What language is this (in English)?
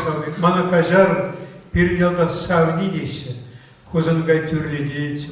Chuvash